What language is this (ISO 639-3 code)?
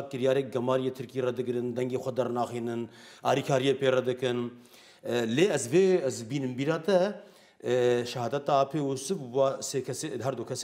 kur